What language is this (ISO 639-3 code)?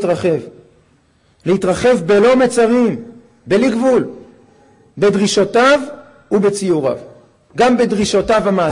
heb